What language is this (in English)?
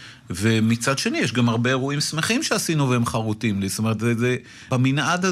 Hebrew